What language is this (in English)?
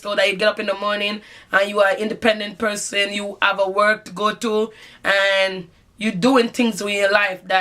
Jamaican Creole English